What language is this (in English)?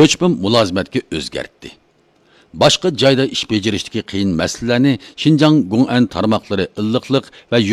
Uyghur